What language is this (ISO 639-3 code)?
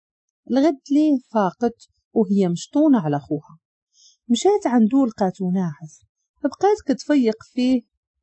ary